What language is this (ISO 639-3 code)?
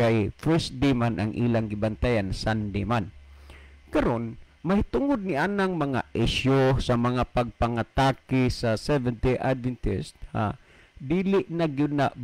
ceb